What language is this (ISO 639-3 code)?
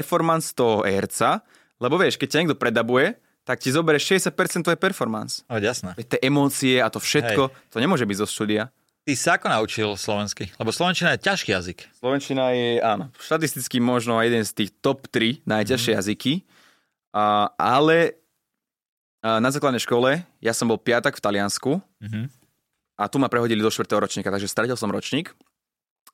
slk